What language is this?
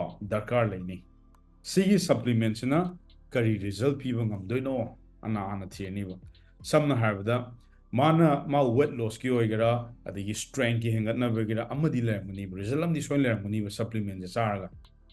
Manipuri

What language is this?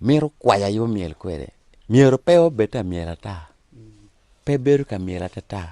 Acoli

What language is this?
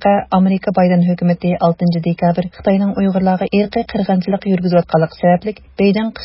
Uyghur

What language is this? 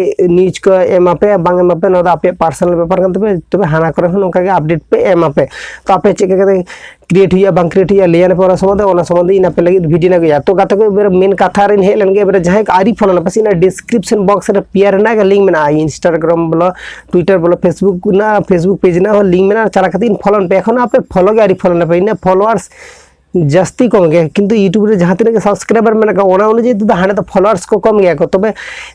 Santali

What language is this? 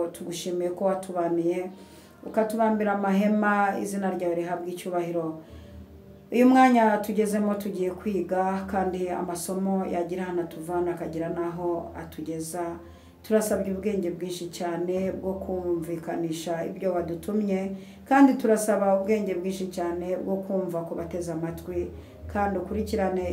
Kinyarwanda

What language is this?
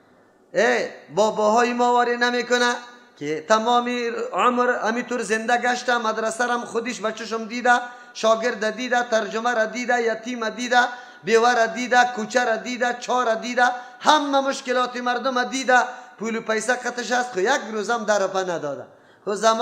Persian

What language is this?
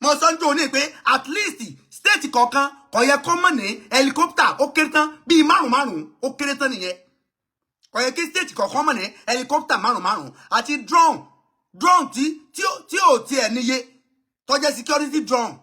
Yoruba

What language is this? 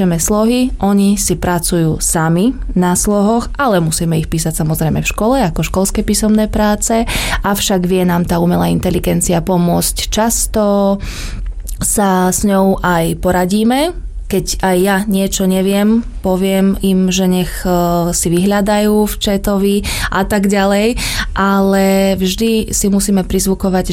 Slovak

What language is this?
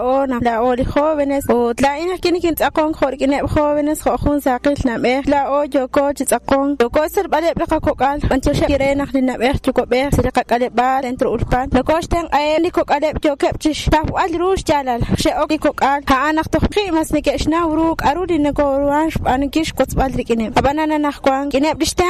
Kekchí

